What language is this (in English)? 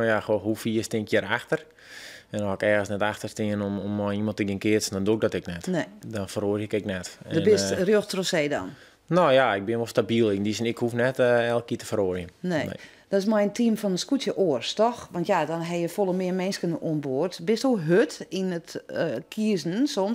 Western Frisian